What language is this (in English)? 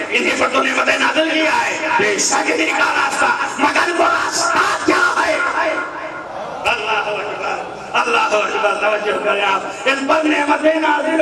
Urdu